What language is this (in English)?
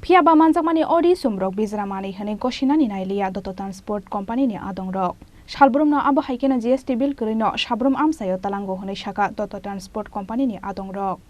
Kok Borok